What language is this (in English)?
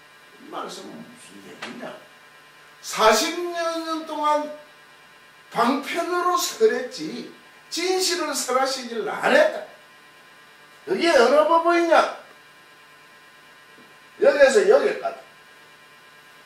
Korean